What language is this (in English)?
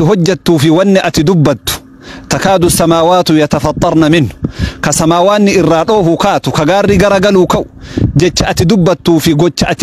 Oromo